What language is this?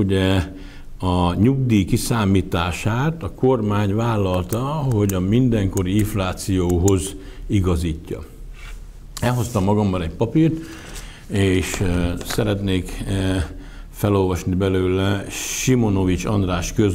Hungarian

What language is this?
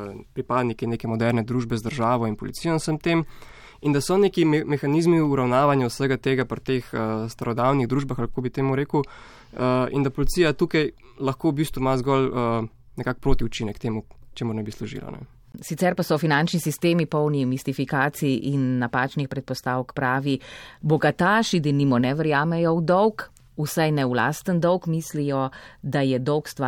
Slovenian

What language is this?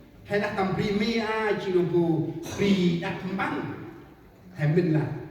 Central Mnong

